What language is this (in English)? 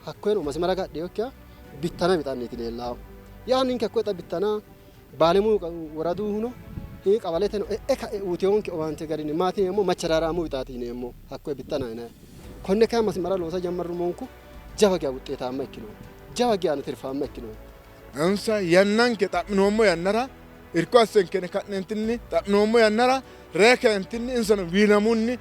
Sidamo